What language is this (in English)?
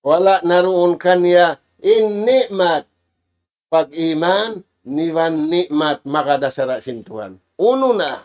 Tausug